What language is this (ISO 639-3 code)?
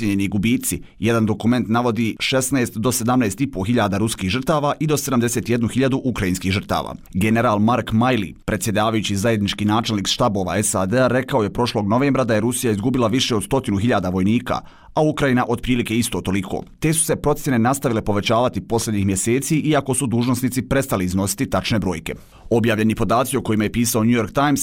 bos